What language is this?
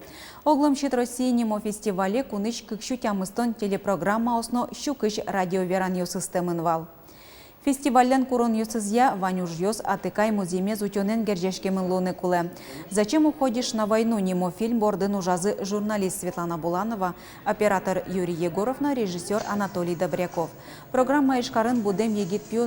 Udmurt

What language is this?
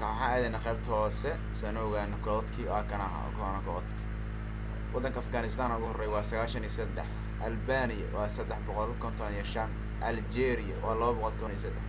Somali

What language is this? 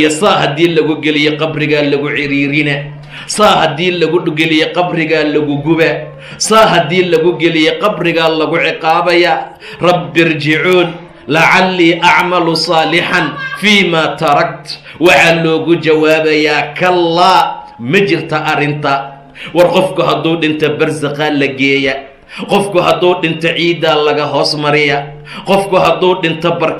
Somali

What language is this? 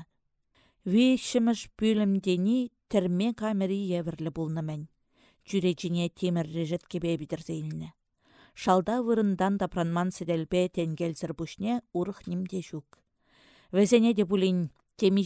Chuvash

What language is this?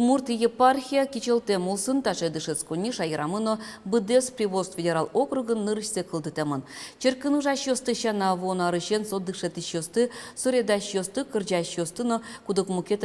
Udmurt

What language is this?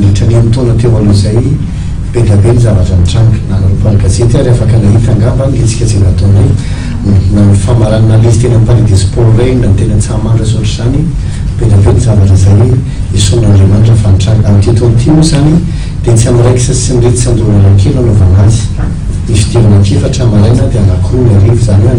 Malagasy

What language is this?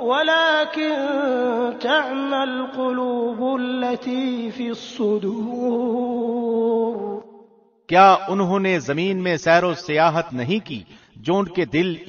Urdu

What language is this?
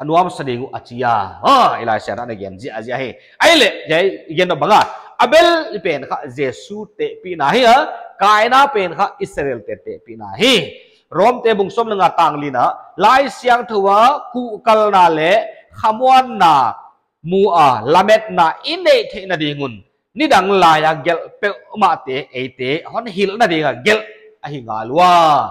Paite Chin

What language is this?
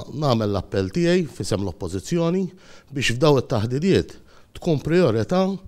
Maltese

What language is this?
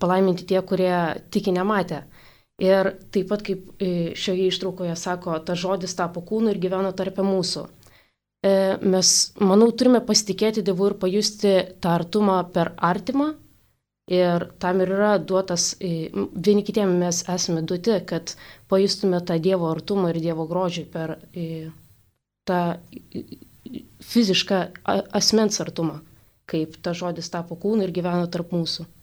Lithuanian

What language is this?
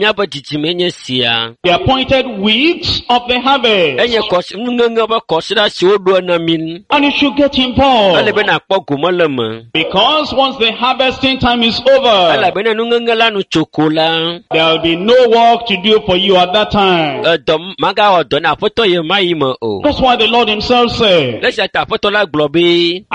Ewe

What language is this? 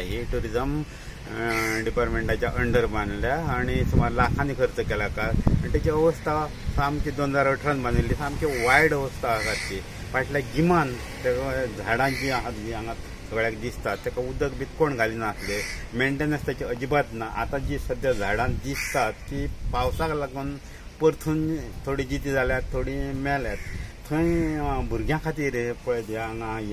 Konkani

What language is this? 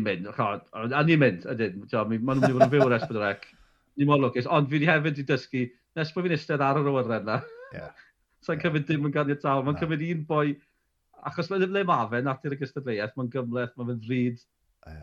Welsh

